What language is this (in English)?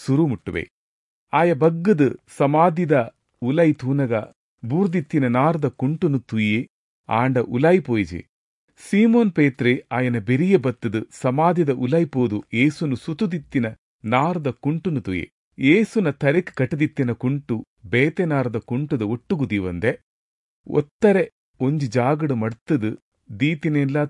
Tulu